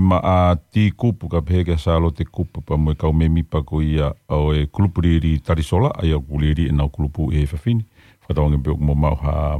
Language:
Tongan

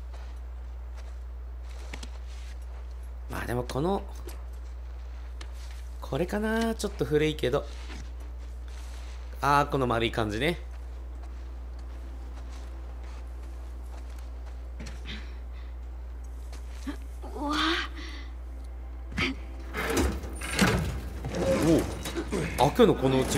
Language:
Japanese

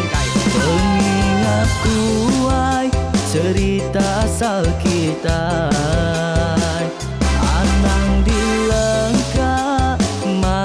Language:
Iban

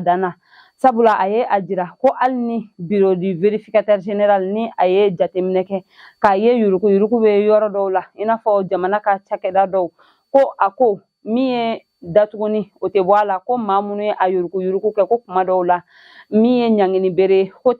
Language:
Bambara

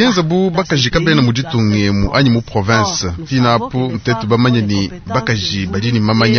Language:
Luba-Lulua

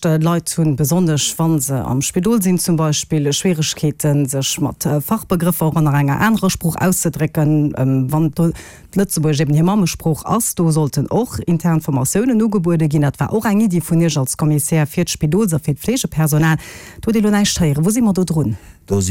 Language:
Luxembourgish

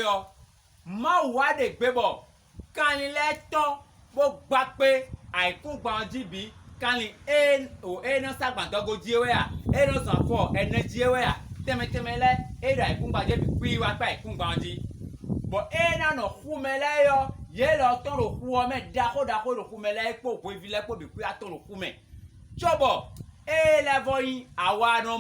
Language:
Fon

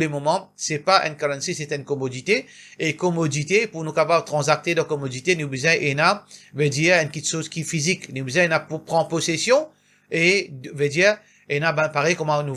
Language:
Morisyen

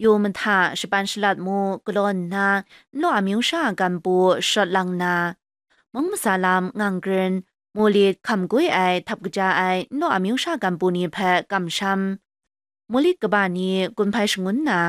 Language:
Kachin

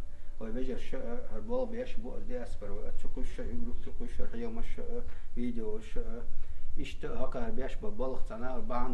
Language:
Chechen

